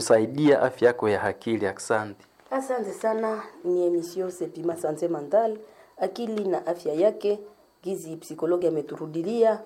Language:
Swahili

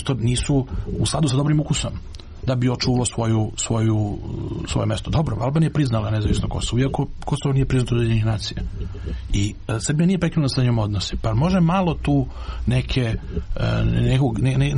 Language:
Serbian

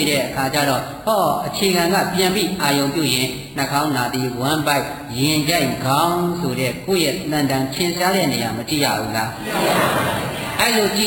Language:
Burmese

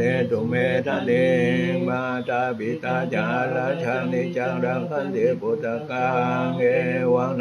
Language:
Pali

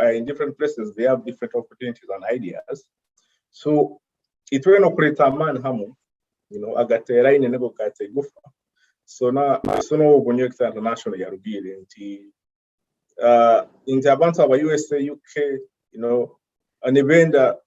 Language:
Nyoro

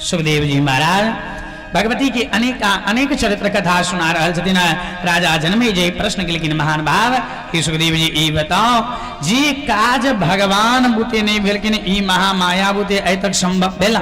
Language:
Maithili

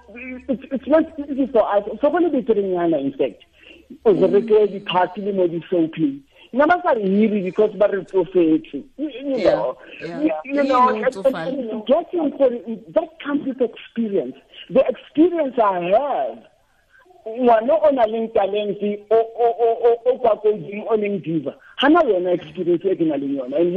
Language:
Tswana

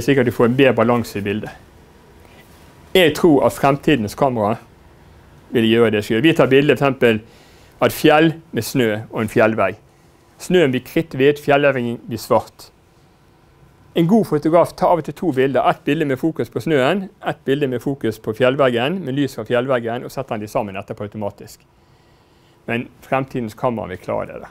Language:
Norwegian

